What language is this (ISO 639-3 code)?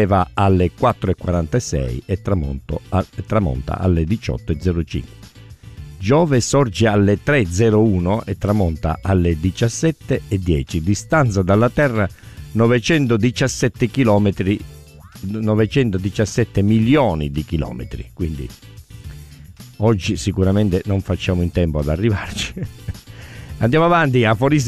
ita